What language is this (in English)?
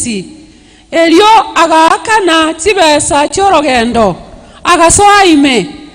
Gusii